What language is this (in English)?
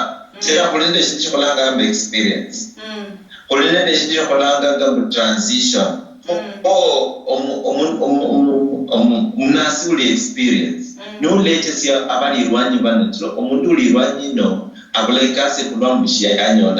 Luyia